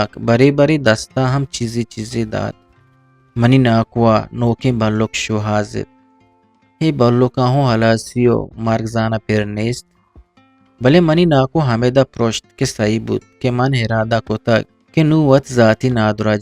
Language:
Eastern Balochi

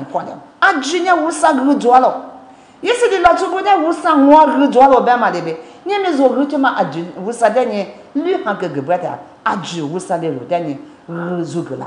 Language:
Lisu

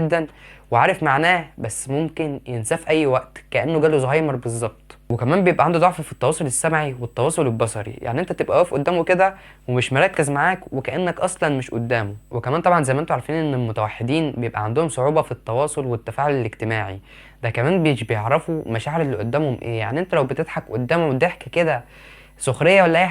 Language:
Egyptian Arabic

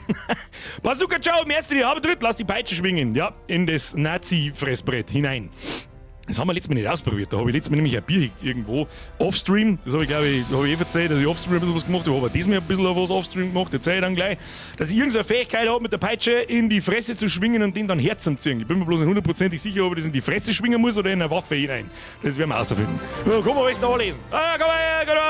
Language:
Bavarian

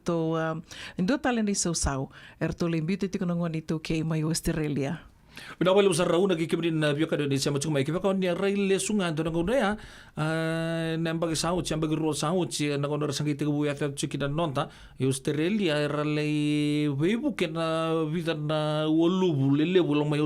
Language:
Fijian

